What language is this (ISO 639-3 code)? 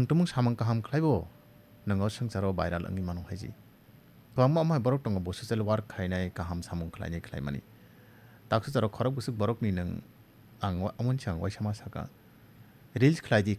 trp